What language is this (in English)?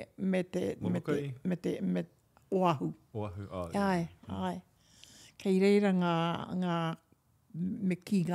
Māori